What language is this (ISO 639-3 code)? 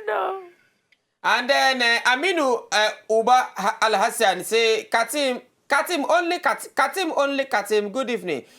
pcm